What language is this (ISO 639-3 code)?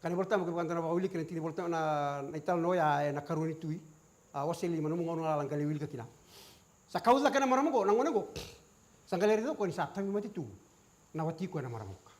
fij